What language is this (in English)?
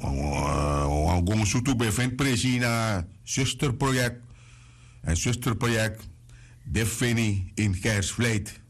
Sranan Tongo